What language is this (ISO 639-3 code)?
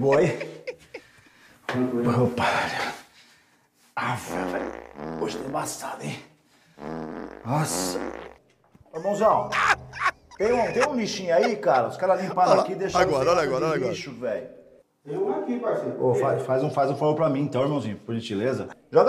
por